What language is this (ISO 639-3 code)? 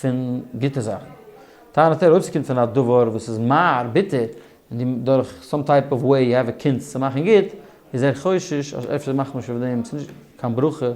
yid